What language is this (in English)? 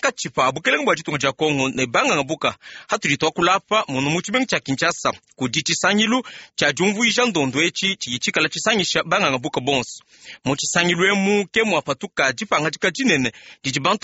Luba-Lulua